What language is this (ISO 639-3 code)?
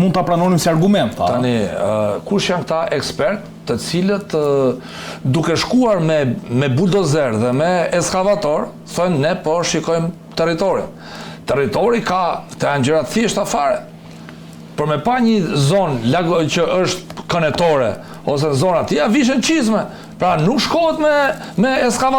sqi